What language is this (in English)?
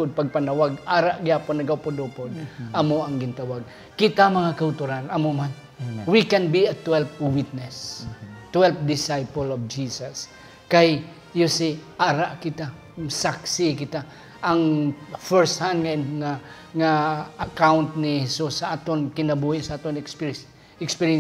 Hiligaynon